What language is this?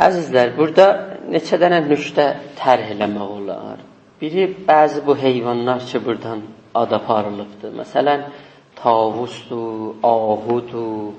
South Azerbaijani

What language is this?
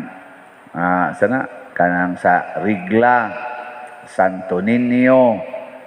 Cebuano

